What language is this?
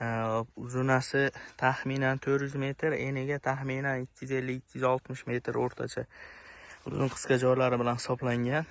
Uzbek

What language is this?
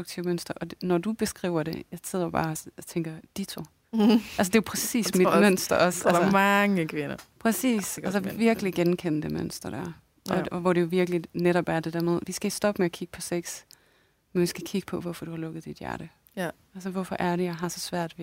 Danish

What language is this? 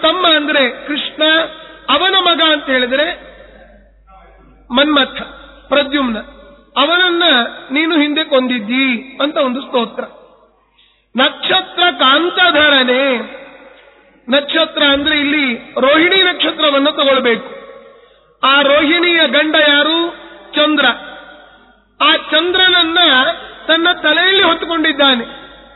Kannada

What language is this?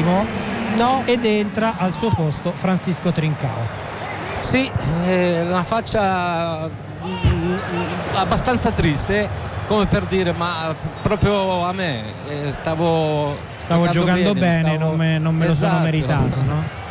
Italian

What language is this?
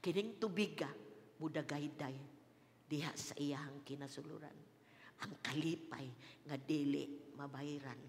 Cebuano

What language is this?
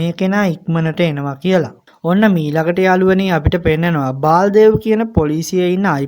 Sinhala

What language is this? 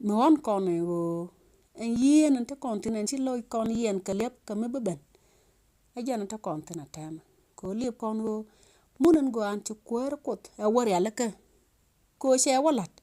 Nuer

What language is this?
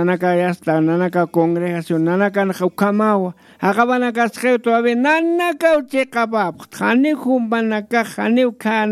Aymara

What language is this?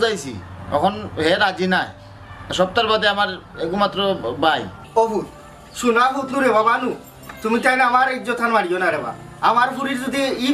Sylheti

